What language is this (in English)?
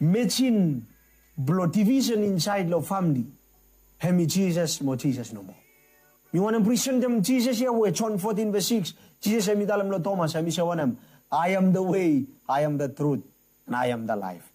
Bislama